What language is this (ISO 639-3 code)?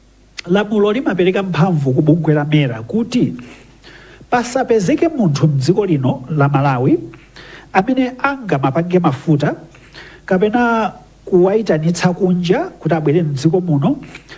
nya